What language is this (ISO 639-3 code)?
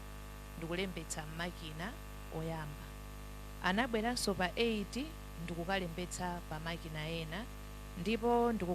nya